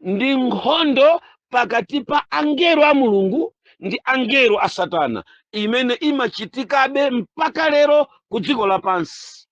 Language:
Nyanja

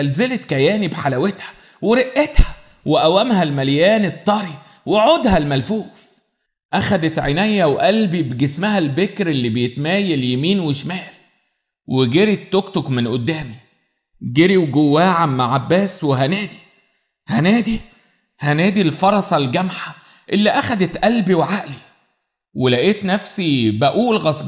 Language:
Egyptian Arabic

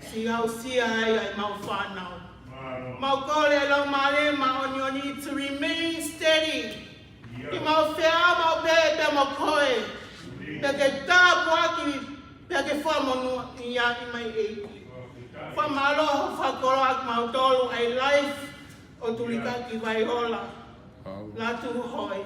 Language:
Tongan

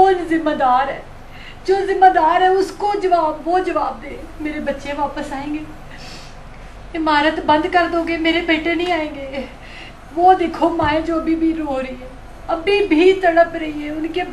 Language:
Hindi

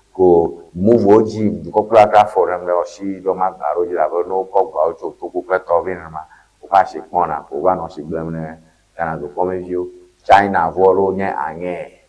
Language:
Ewe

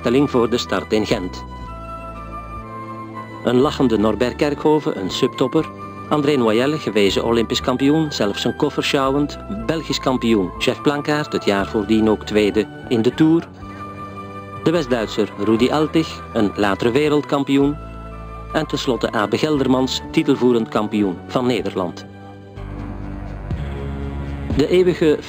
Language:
Dutch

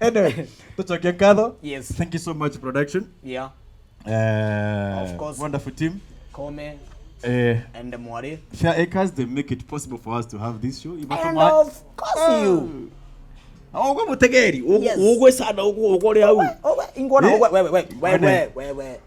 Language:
Meru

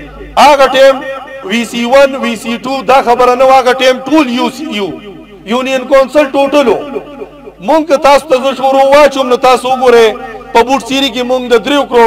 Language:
Pashto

